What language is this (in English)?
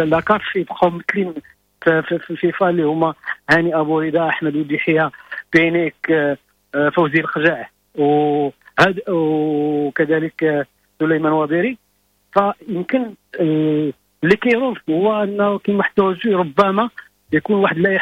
Moroccan Arabic